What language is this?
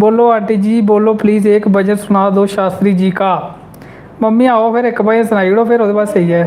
Dogri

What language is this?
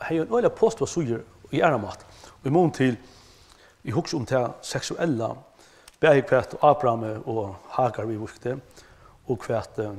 Faroese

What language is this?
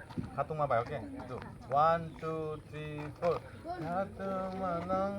Kok Borok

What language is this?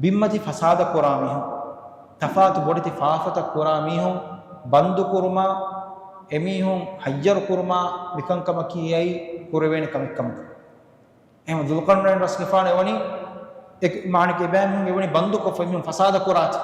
Divehi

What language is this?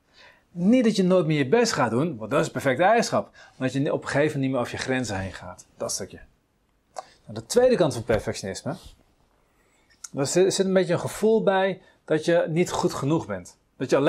Dutch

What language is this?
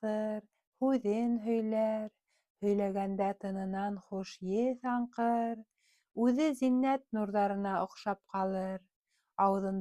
Bashkir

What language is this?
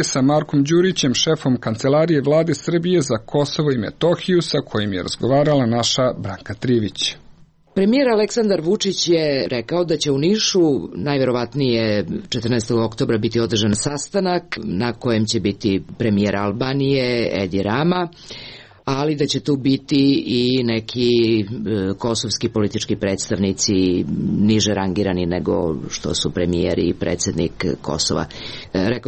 Serbian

